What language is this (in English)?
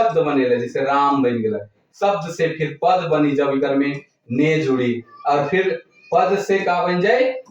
Sadri